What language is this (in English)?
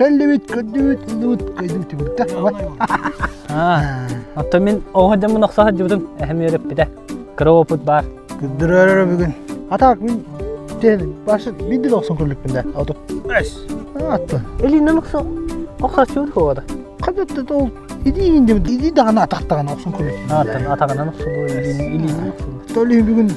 Yakut